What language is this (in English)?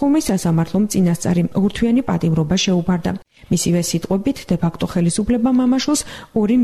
Georgian